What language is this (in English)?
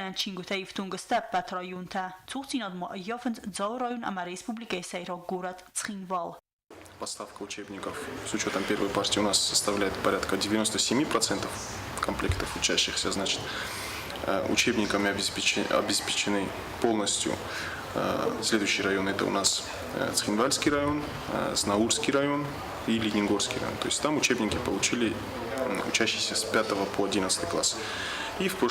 Ossetic